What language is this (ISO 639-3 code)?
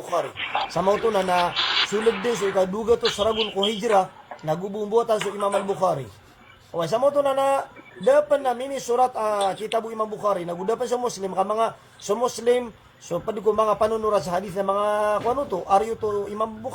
mrw